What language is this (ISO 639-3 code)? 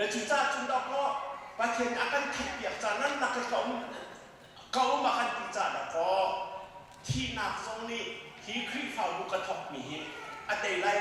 cnh